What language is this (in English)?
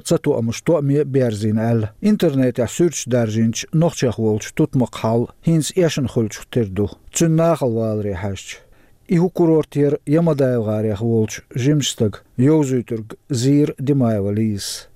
Chechen